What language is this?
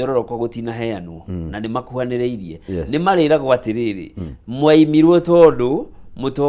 Kikuyu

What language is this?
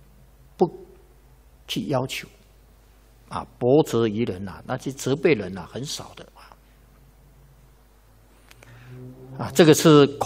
Chinese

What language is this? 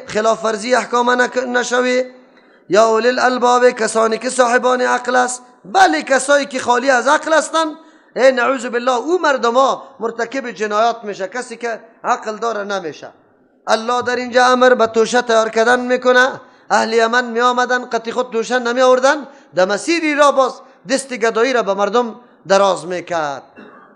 Persian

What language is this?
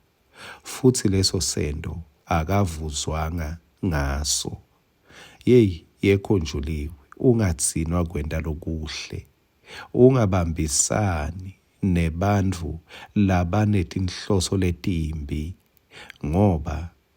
Swati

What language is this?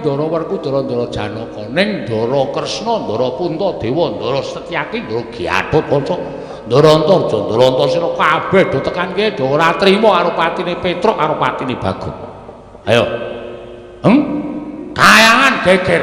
Javanese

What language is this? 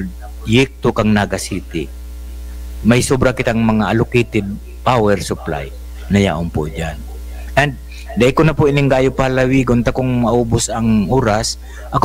Bikol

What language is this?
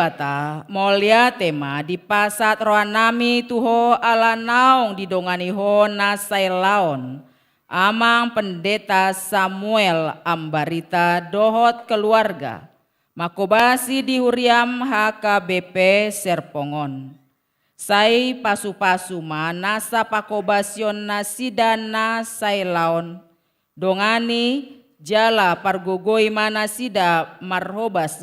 Batak Toba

